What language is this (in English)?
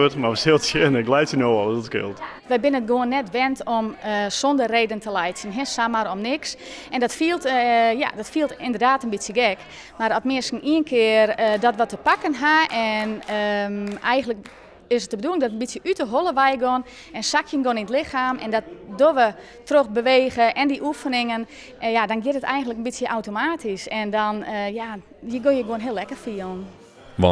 Western Frisian